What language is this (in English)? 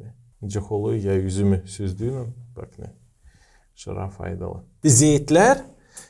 Gagauz